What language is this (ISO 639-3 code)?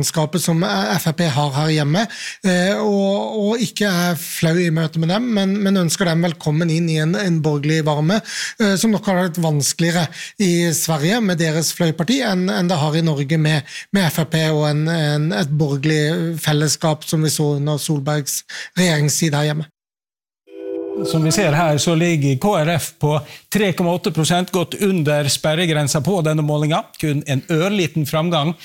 nor